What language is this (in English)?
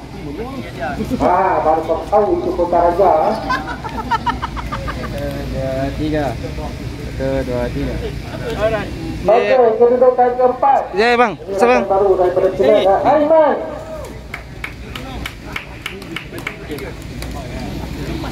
Malay